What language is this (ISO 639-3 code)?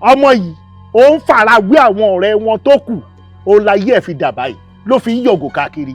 yor